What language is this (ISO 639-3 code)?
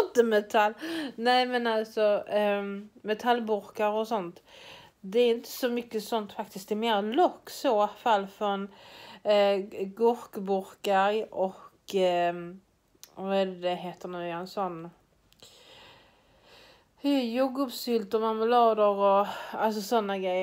swe